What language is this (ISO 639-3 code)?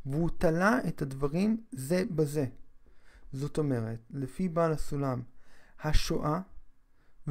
heb